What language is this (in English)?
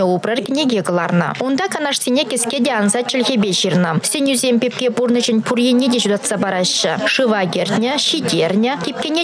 Chuvash